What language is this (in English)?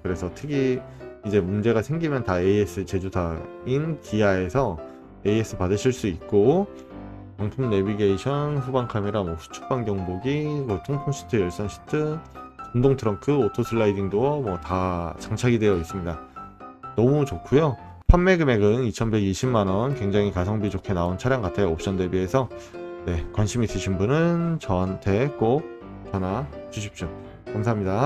Korean